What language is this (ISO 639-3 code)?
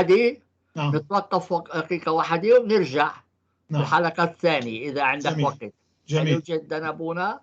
apc